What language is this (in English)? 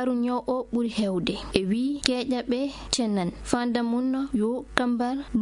Fula